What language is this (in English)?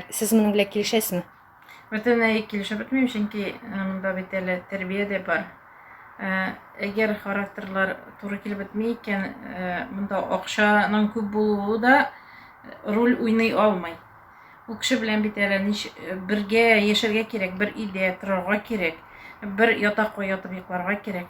Tatar